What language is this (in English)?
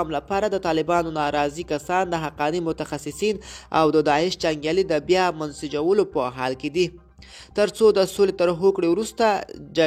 Pashto